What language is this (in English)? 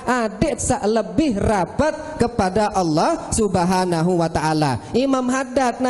Sasak